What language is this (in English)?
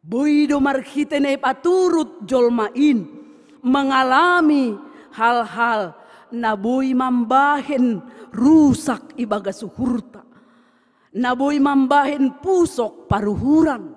Batak Simalungun